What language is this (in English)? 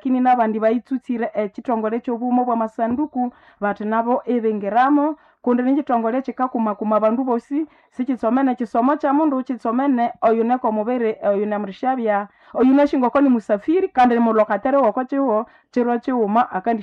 Nande